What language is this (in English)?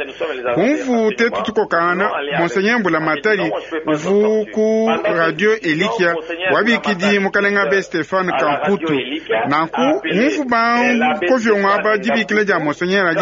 Luba-Lulua